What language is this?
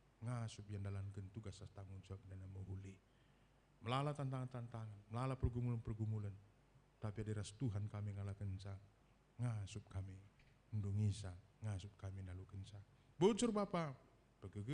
Batak Karo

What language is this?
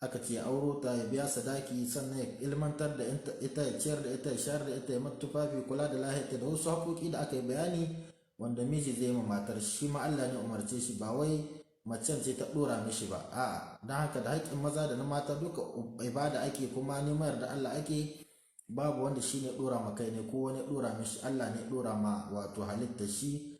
Hausa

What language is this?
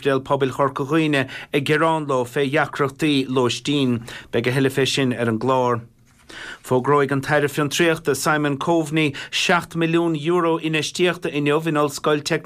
Irish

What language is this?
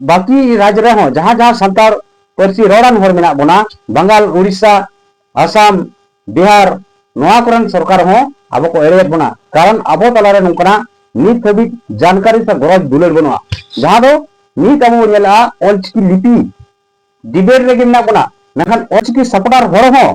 Santali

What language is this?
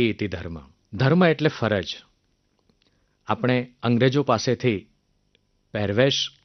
Gujarati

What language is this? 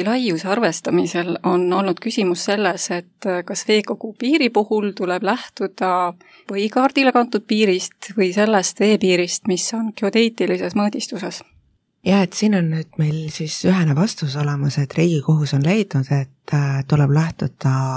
Estonian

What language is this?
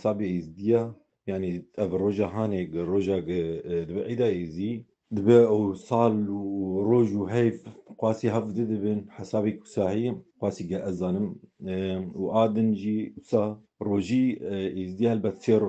Kurdish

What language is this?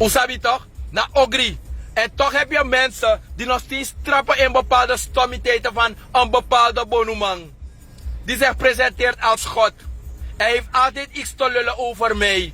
Sranan Tongo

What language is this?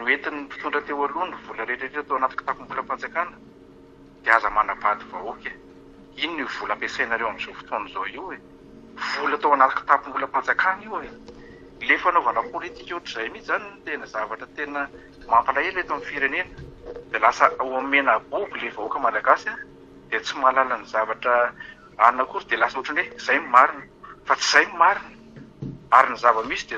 Malagasy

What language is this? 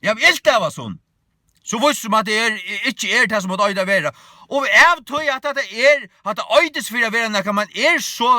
Faroese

